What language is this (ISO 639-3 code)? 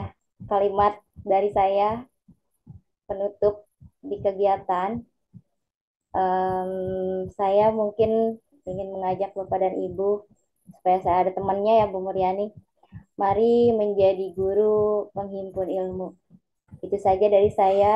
ind